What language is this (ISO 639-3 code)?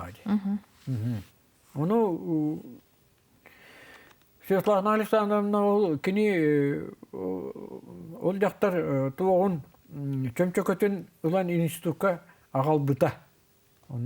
sah